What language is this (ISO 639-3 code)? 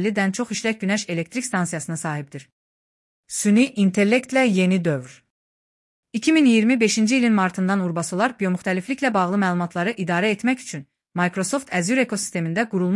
aze